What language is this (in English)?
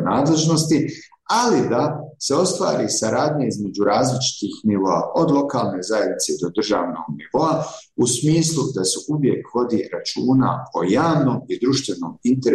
Bosnian